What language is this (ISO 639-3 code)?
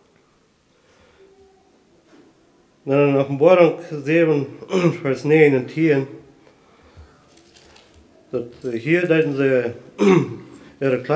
deu